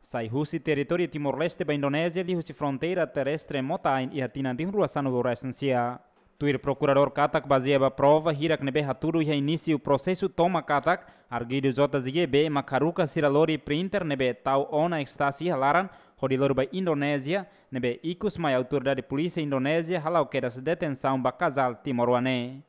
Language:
Tetum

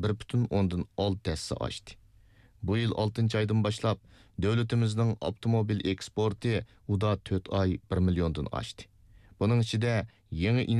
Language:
Uyghur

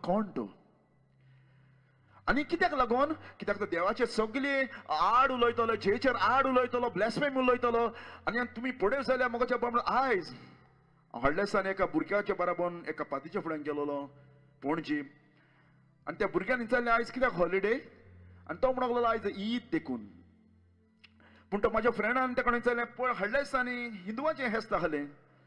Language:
Konkani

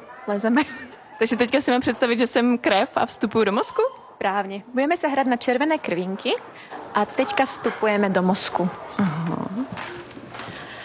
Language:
Czech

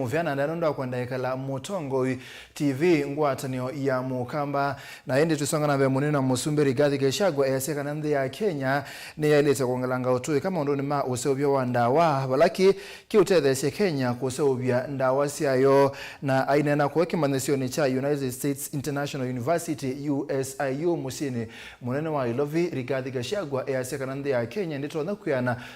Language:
Kamba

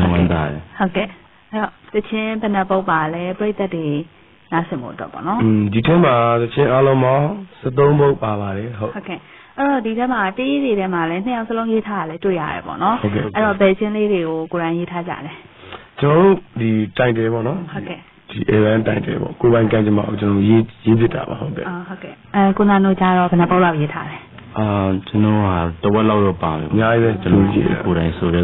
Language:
Burmese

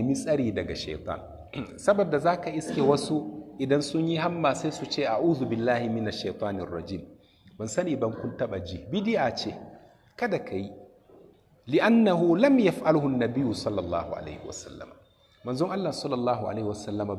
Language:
Hausa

